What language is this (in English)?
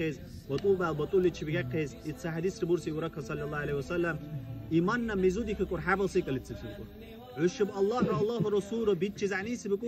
Dargwa